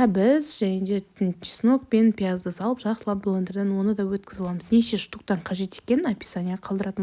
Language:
Kazakh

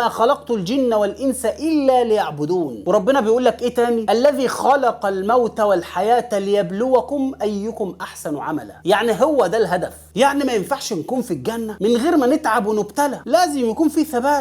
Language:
Egyptian Arabic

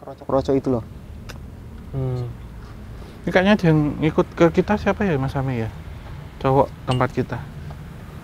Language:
Indonesian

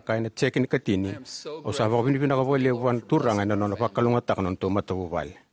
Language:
Fijian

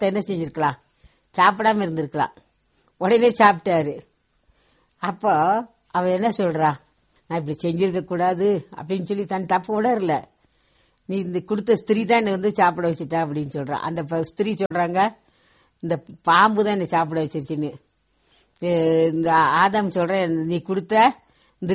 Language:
Tamil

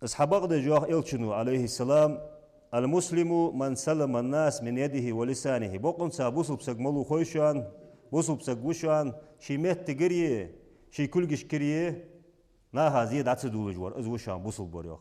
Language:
Ingush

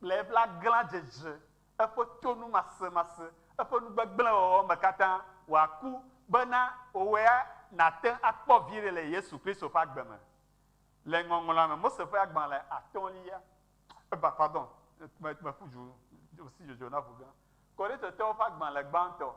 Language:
Ewe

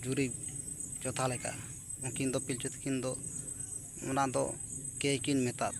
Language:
Santali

